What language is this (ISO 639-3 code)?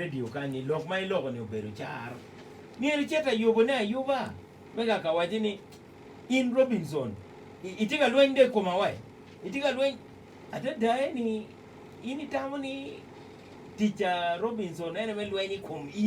ach